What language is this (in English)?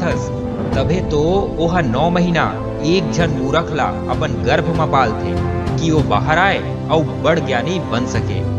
Chhattisgarhi